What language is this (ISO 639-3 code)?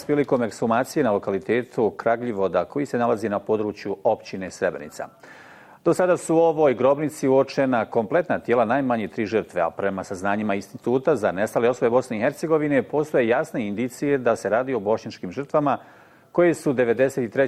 bos